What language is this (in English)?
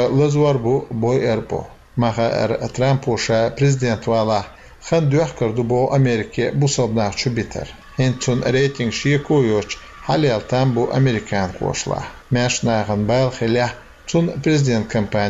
Chechen